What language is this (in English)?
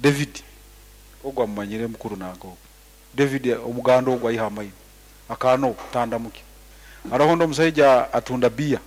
Nyankole